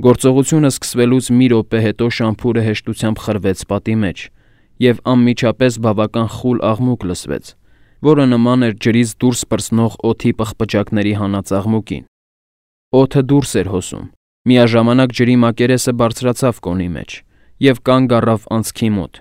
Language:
Armenian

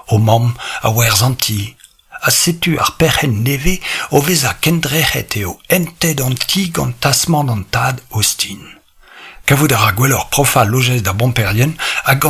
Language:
Breton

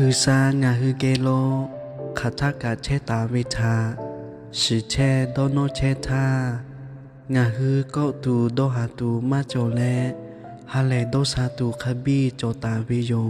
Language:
Lahu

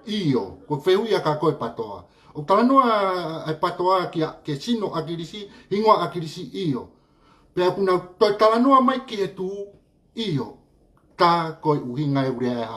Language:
Tongan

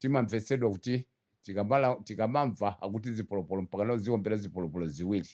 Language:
Nyanja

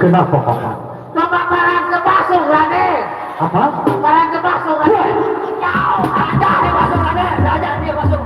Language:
Sasak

